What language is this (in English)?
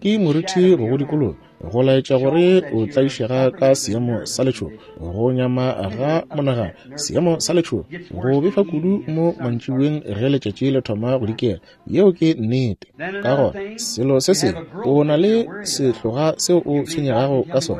Northern Sotho